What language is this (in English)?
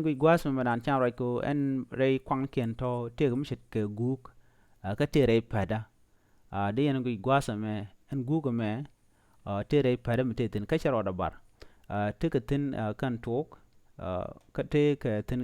Nuer